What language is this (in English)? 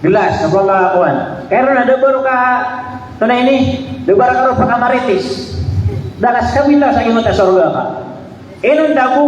Maranao